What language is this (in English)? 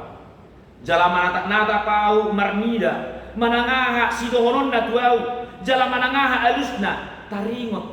Batak Toba